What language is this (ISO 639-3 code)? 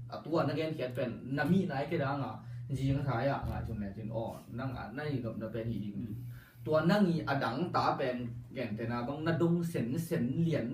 ctd